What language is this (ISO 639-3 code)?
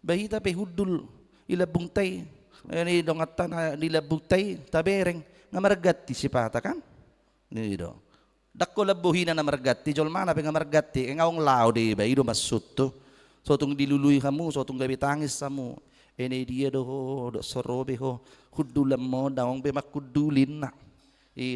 bbc